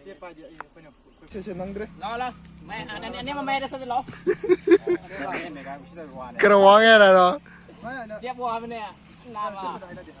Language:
Manipuri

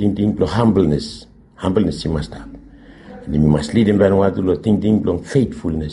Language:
Bislama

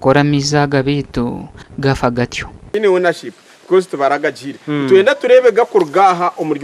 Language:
Nyankole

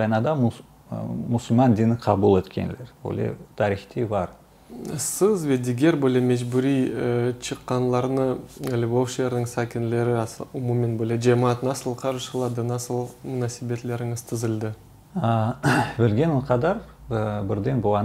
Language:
Crimean Tatar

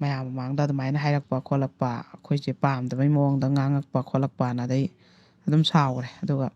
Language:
Manipuri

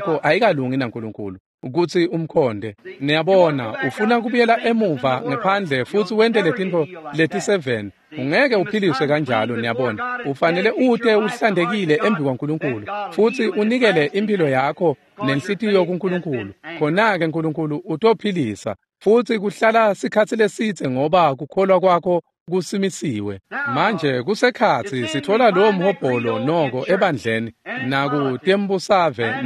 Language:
Swati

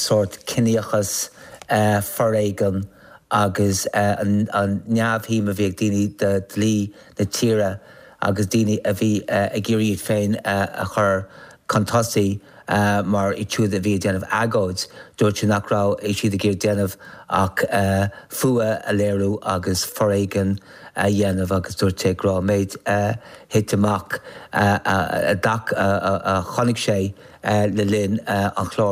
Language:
Irish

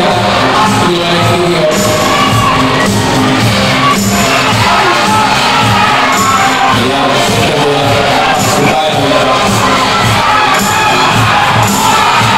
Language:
Finnish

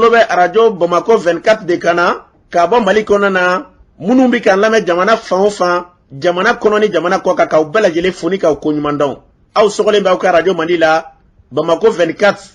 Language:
Bambara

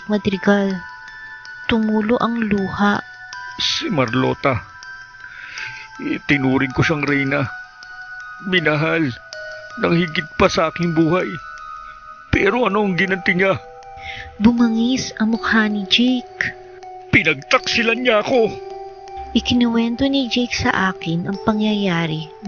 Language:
Filipino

